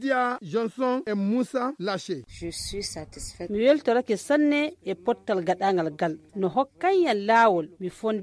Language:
Fula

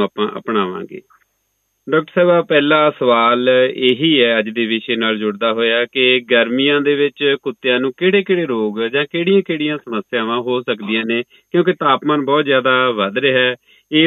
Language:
Punjabi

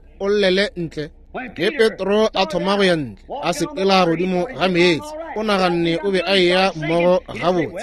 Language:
Northern Sotho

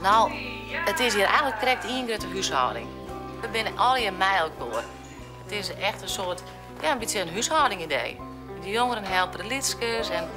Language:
Western Frisian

